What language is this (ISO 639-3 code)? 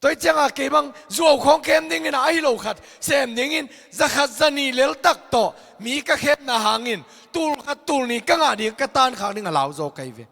ctd